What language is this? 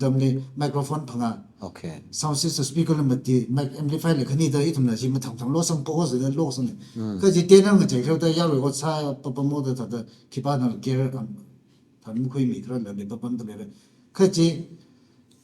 Tangkhul Naga (India)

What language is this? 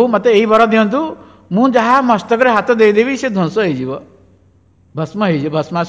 Odia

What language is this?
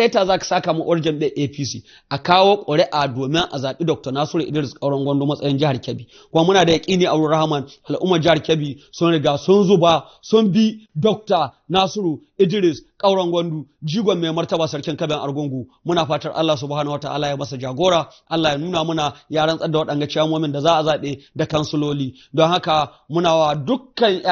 Hausa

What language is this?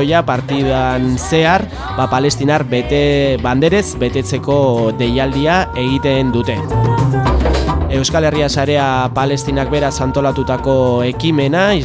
Basque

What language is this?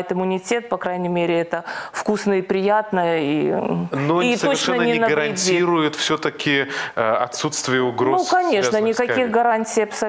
Russian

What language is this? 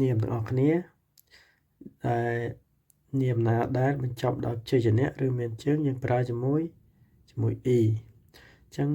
Khmer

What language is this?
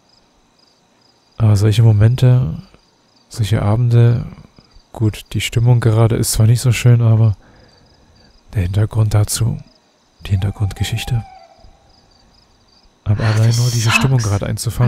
German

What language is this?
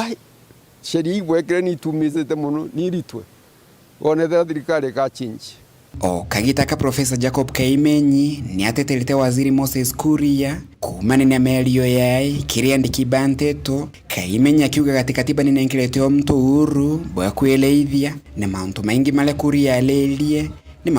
Meru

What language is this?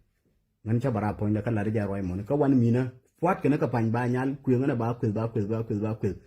Nuer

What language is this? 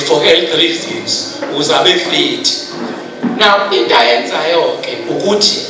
Zulu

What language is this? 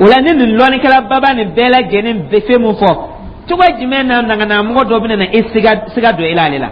Dyula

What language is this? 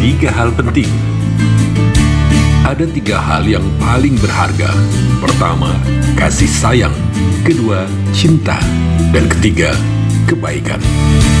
Indonesian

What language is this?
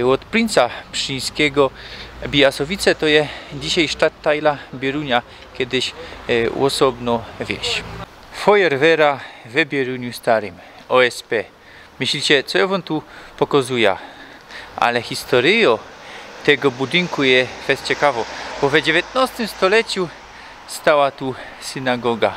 Silesian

